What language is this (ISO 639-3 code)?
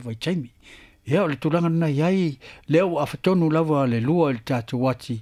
smo